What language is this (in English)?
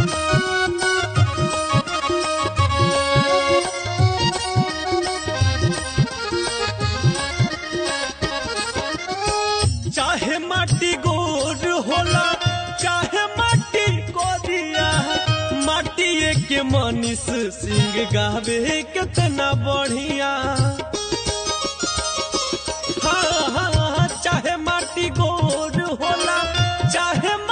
Bhojpuri